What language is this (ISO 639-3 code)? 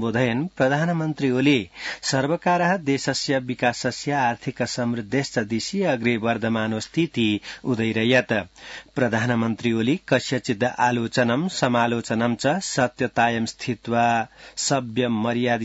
san